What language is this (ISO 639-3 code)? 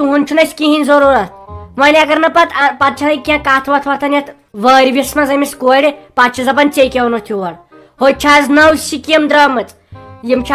kas